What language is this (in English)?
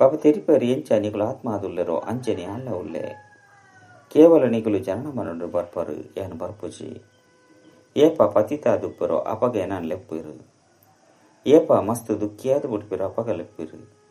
Tulu